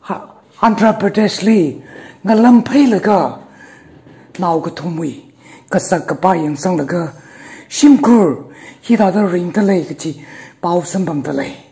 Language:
Tangkhul Naga (India)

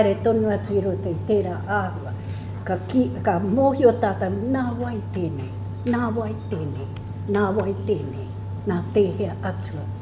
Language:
Māori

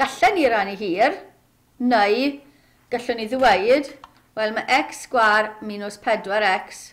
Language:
Welsh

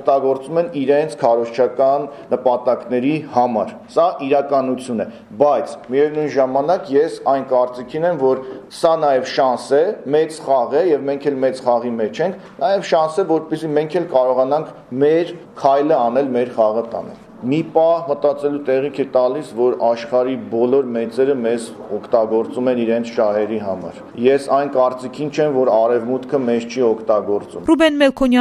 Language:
Armenian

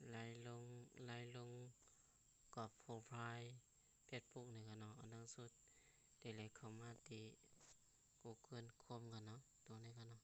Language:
Shan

